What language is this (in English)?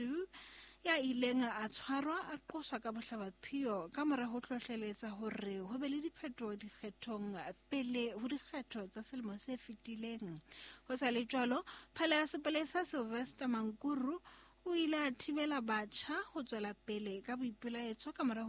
Southern Sotho